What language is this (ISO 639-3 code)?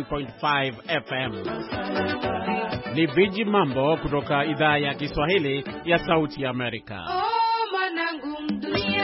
swa